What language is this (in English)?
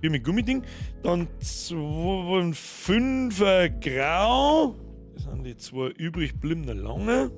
Bavarian